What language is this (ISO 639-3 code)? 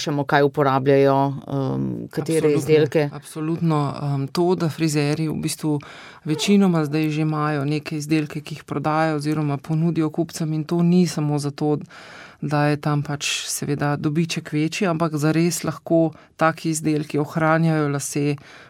slv